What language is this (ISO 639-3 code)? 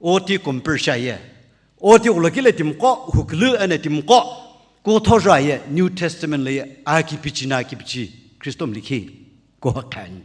nsm